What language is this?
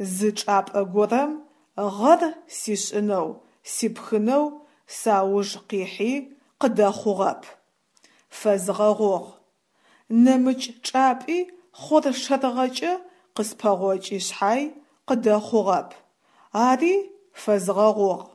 Adyghe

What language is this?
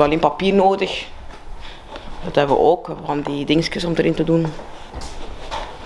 Dutch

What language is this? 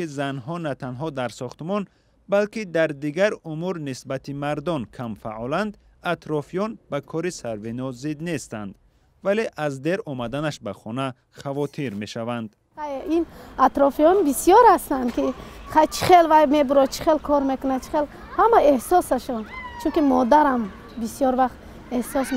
Tajik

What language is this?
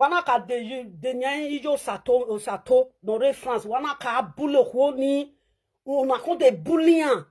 Nigerian Pidgin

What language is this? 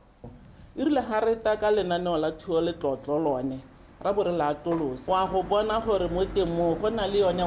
Tswana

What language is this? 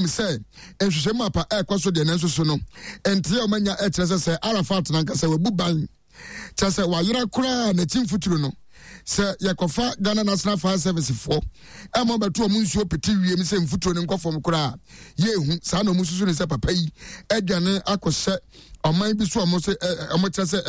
Akan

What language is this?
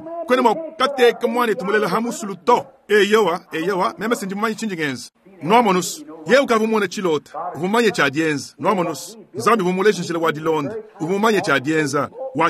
Luba-Lulua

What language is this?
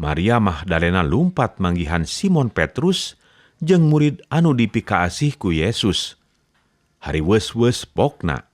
Sundanese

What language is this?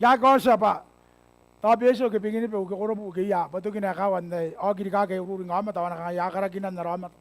Gilbertese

